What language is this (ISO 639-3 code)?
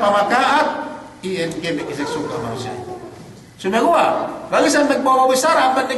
yka